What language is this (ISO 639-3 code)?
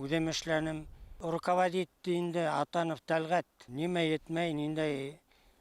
bak